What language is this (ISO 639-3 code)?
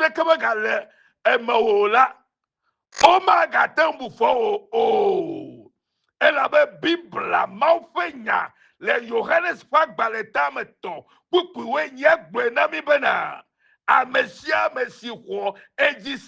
ewe